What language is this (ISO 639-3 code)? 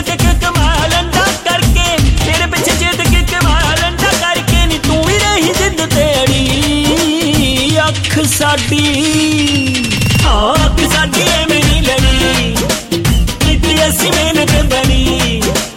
pan